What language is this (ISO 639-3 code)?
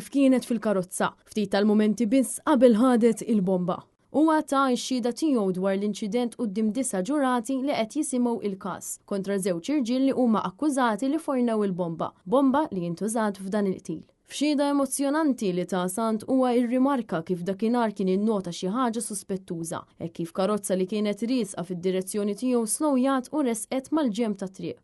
mlt